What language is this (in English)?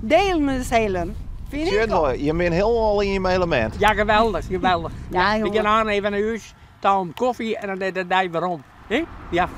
Western Frisian